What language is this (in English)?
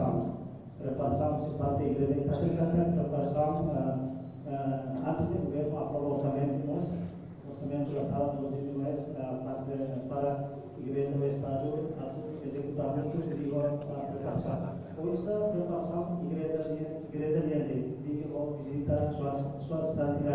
Tetum